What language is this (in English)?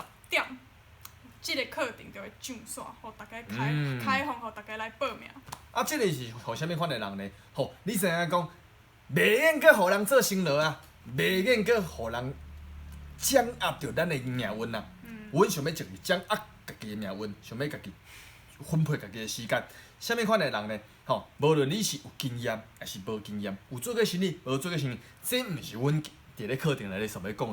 Min Nan Chinese